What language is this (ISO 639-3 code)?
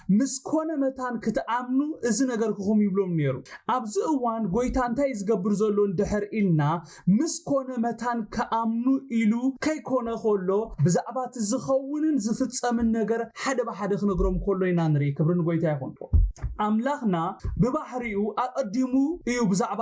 tir